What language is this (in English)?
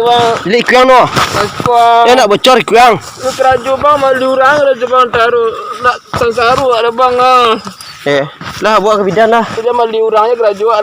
Minangkabau